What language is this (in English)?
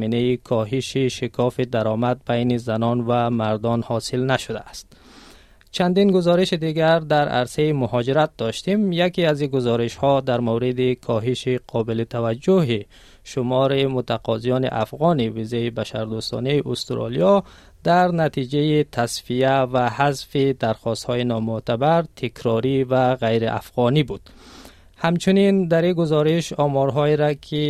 Tajik